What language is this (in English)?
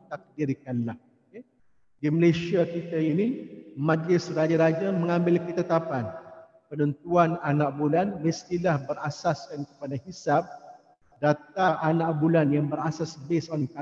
Malay